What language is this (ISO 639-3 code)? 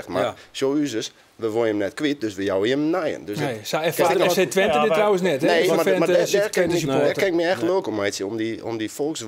fry